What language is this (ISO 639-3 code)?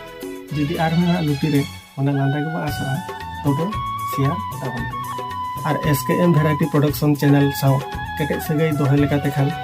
sat